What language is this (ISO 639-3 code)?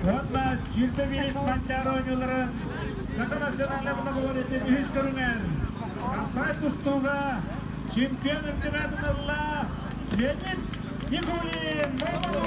sah